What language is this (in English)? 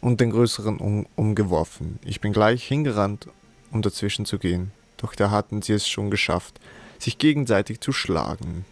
Swiss German